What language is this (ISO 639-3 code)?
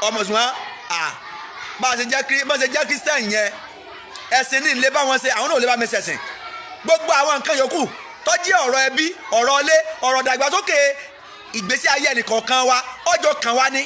yor